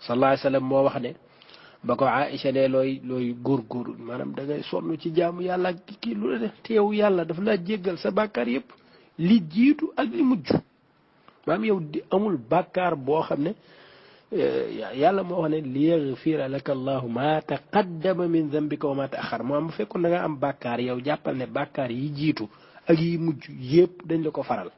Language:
Wolof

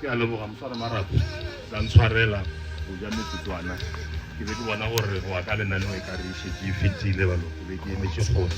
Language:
Northern Sotho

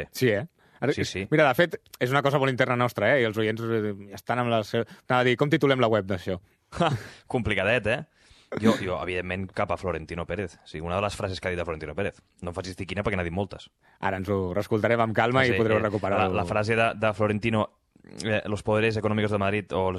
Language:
Catalan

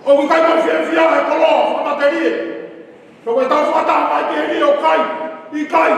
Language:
Tongan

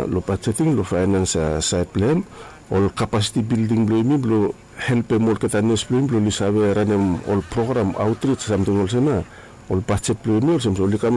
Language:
Bislama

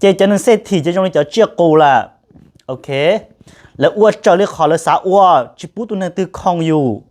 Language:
Hmong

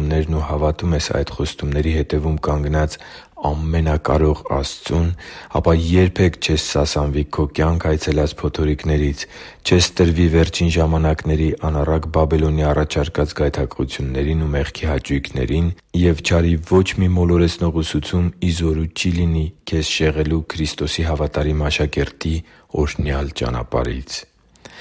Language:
Armenian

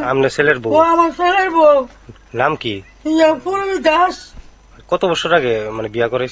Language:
Bangla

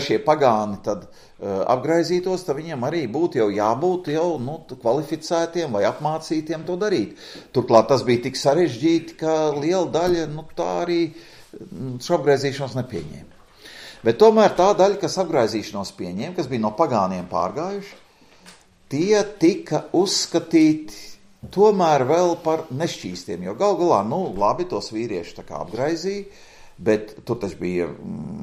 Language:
Latvian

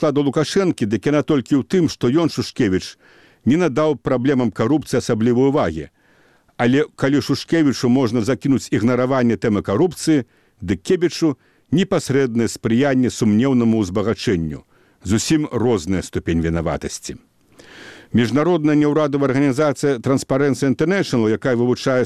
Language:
Belarusian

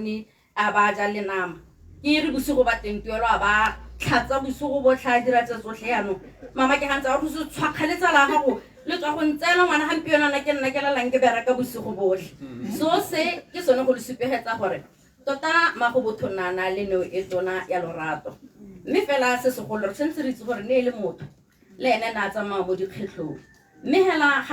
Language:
Tswana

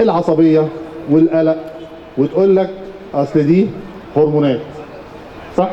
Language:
Egyptian Arabic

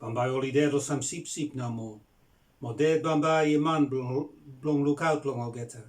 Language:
Bislama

